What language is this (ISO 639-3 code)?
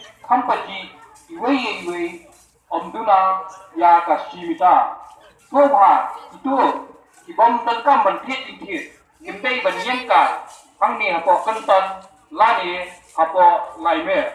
kha